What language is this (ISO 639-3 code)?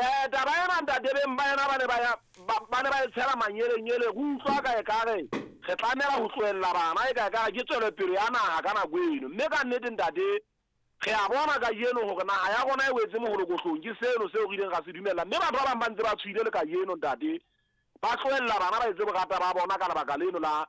sot